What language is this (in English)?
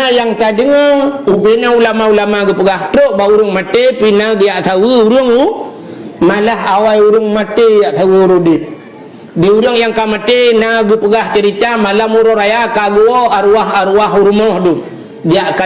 Achinese